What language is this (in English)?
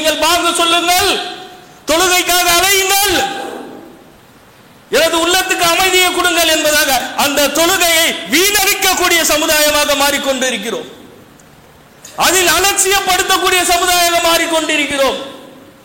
Tamil